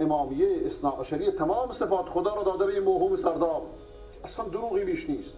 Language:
Persian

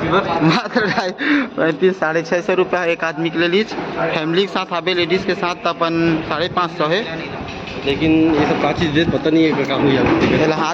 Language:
Chhattisgarhi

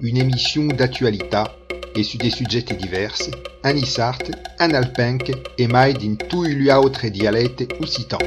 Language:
Occitan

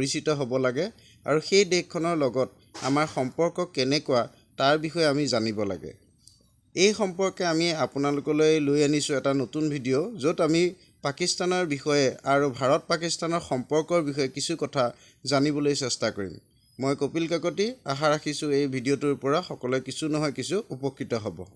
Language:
Assamese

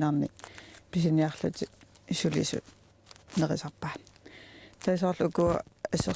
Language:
Kalaallisut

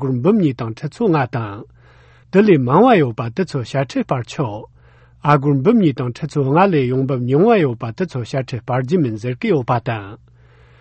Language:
Tibetan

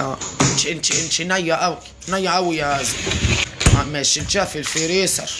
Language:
Egyptian Arabic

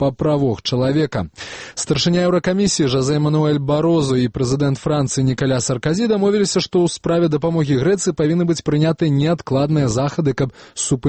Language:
Belarusian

